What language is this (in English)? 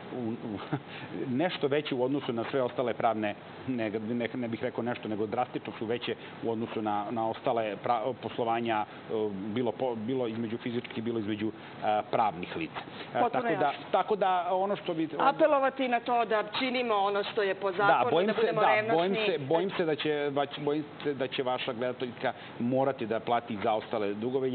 Serbian